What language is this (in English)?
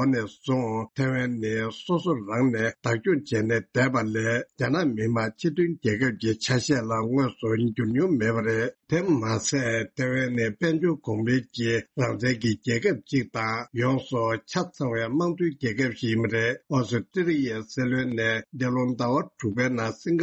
Tibetan